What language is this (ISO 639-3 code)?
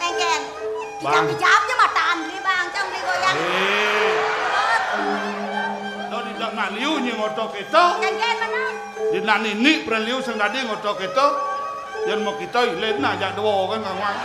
ban